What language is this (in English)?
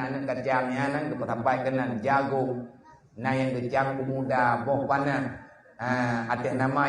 Achinese